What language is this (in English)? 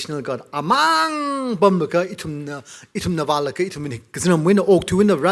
Tangkhul Naga (India)